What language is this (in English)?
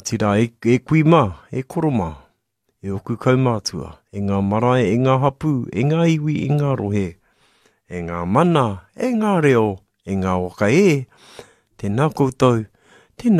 Māori